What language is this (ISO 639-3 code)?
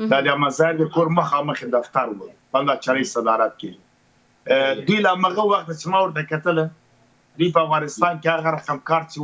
pus